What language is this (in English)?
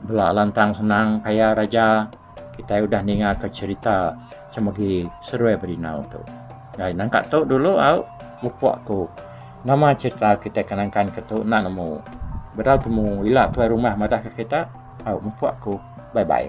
Iban